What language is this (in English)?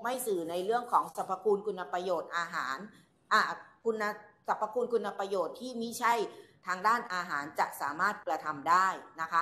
Thai